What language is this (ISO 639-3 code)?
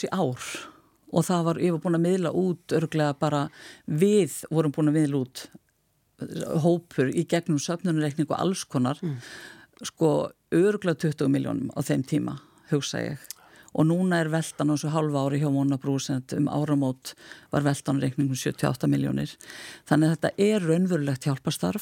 isl